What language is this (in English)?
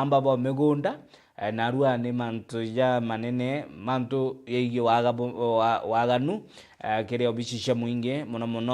Meru